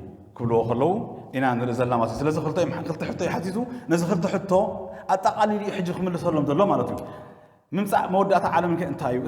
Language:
Tigrinya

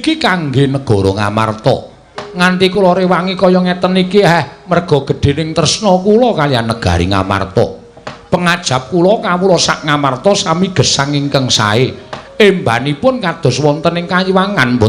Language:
Javanese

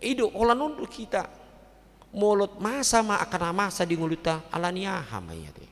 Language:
Batak Toba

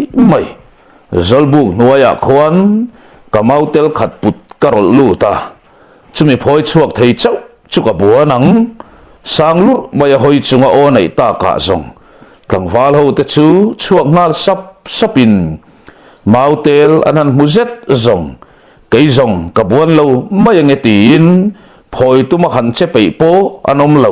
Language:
Mizo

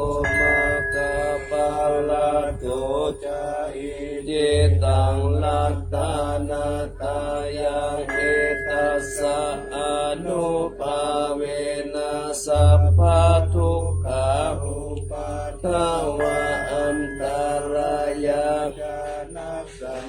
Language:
Pali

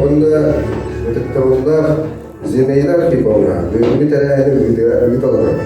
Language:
Yakut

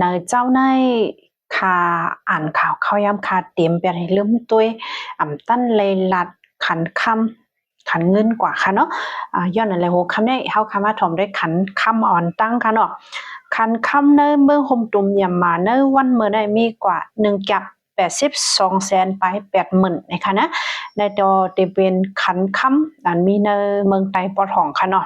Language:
Shan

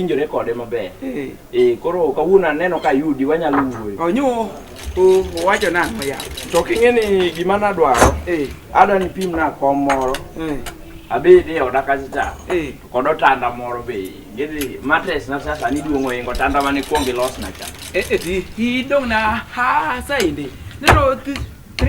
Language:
Luo (Kenya and Tanzania)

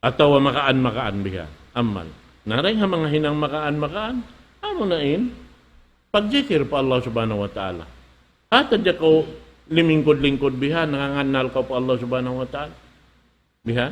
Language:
Tausug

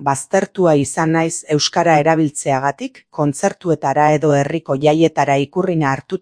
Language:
Basque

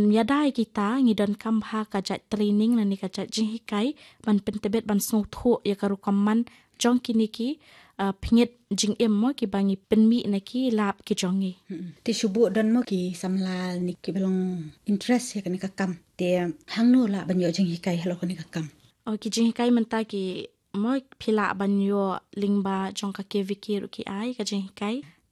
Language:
Khasi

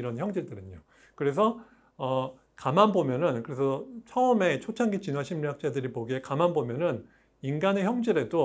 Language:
Korean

